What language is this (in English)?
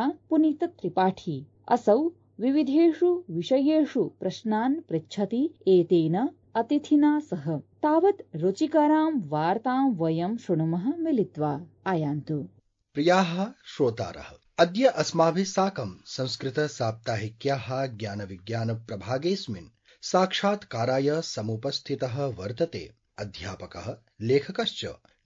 Sanskrit